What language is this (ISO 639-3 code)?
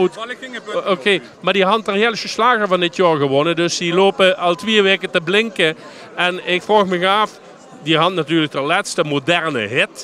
lim